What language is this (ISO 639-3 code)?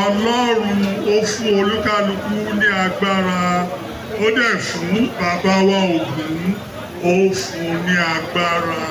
yor